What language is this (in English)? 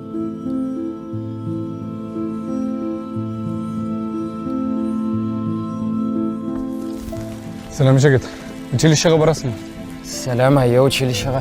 Tatar